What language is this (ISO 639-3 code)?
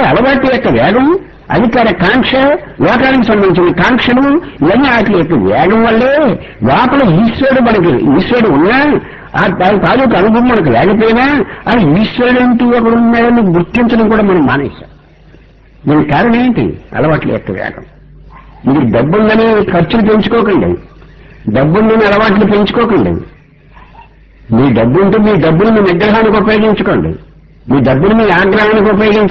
tel